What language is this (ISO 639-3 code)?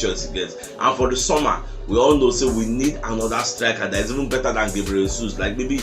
pcm